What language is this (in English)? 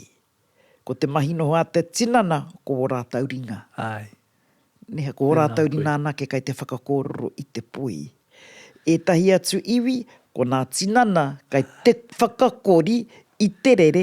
Māori